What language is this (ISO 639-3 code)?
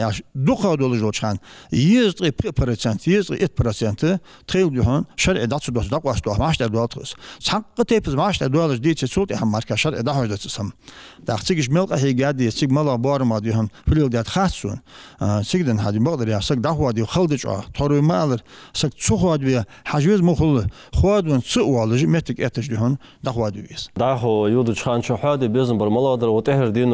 inh